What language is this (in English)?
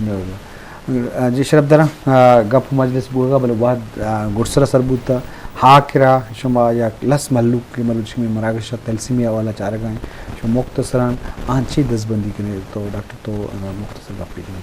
Eastern Balochi